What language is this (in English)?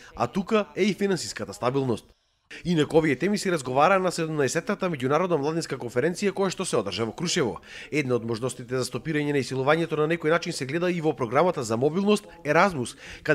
Macedonian